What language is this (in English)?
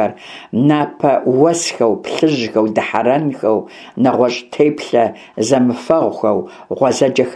Kabardian